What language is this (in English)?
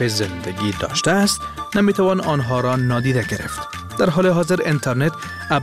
Persian